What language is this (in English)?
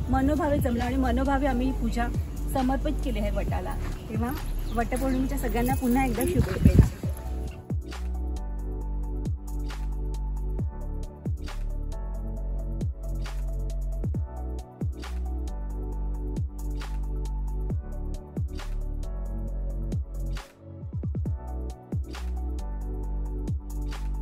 Marathi